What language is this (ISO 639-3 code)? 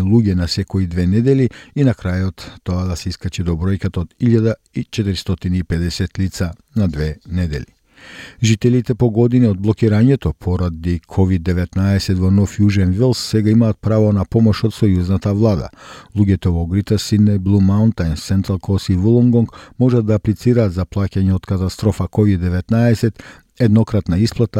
mkd